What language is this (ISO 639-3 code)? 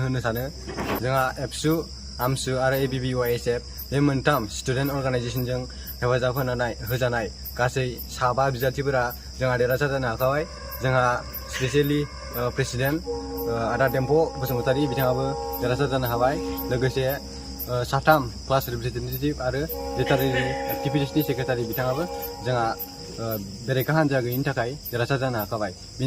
brx